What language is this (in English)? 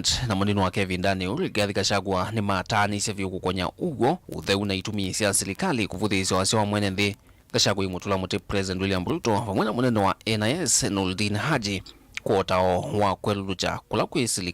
Kamba